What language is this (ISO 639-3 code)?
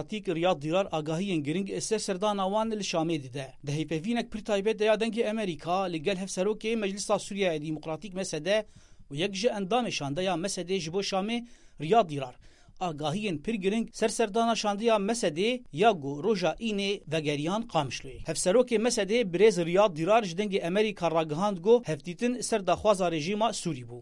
kur